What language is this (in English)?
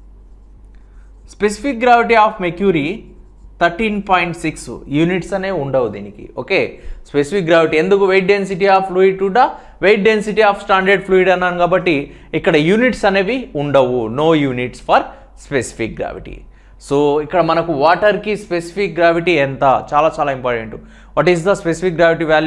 Telugu